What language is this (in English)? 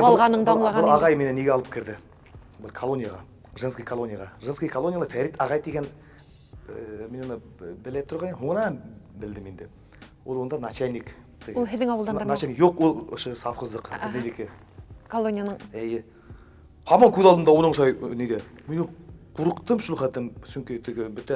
Bashkir